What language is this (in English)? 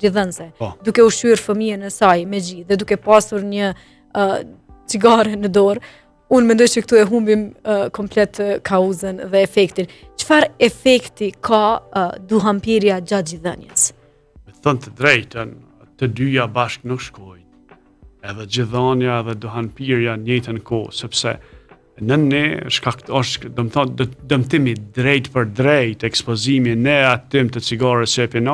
Albanian